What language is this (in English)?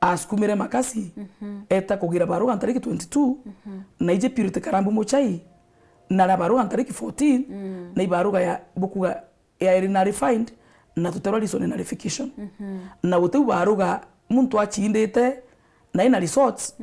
Meru